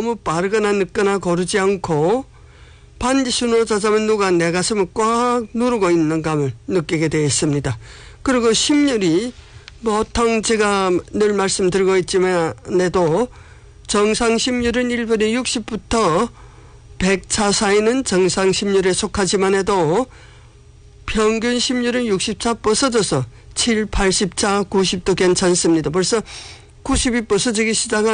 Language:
Korean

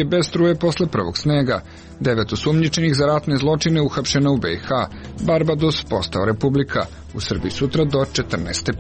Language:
Serbian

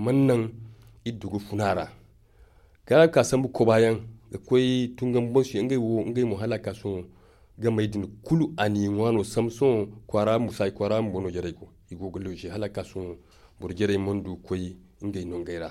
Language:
Zarma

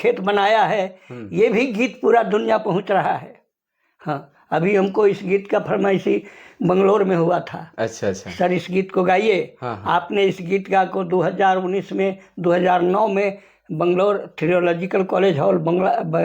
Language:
Sadri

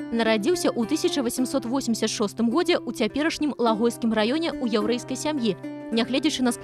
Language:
Belarusian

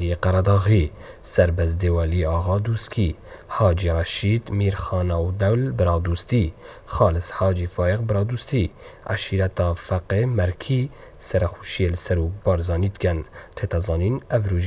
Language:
Kurdish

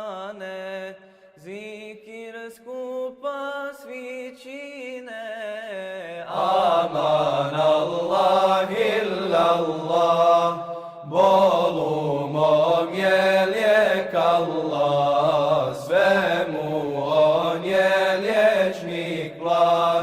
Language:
Bosnian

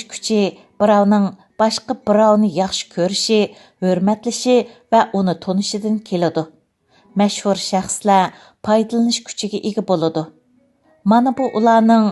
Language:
Uyghur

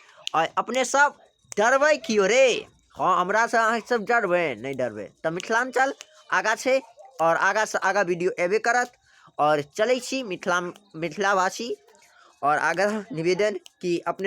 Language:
Maithili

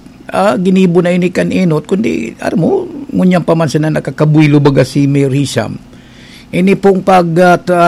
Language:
Bikol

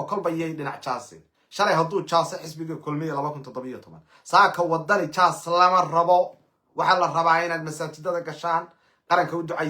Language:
Somali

